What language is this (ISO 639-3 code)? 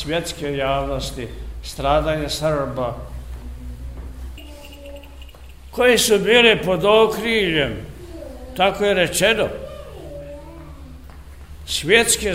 srp